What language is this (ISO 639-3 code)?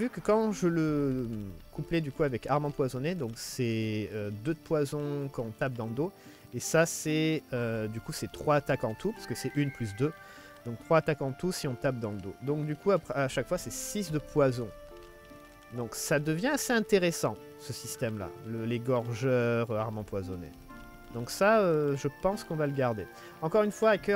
fra